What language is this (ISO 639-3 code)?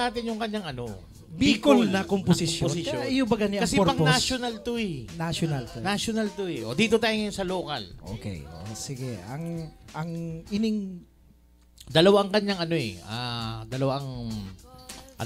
bik